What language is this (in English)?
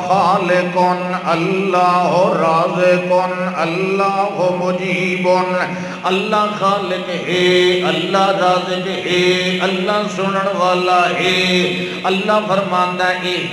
Urdu